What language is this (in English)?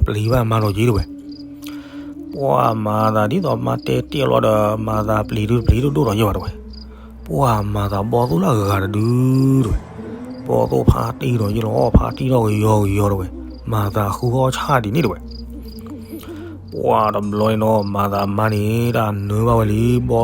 S'gaw Karen